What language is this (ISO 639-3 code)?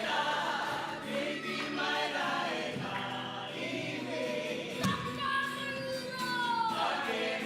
mri